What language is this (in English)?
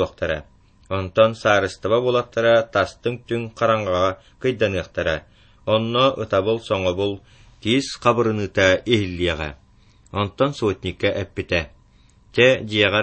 Yakut